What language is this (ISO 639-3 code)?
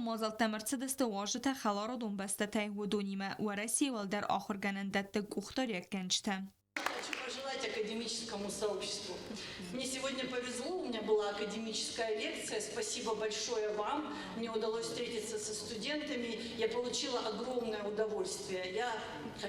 oss